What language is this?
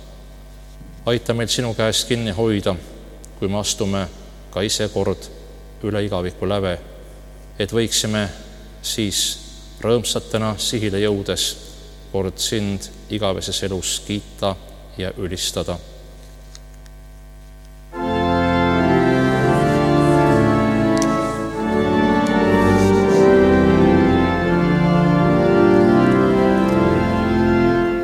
Estonian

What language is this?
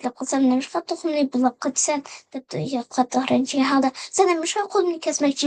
Uyghur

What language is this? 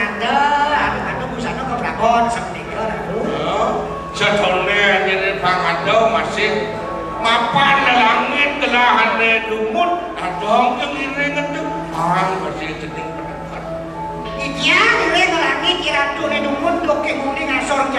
Balinese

